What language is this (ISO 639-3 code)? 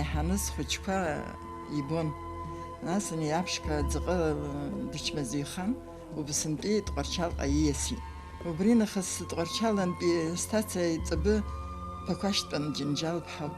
abk